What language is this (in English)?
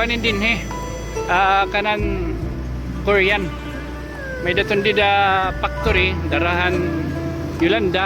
Waray